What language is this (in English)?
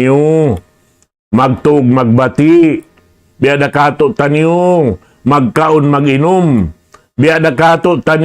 Tausug